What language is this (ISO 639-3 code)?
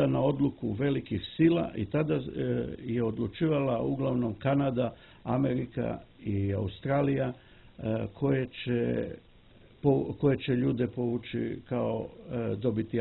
srp